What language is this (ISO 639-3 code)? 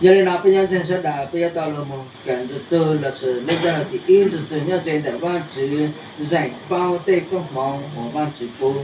hmn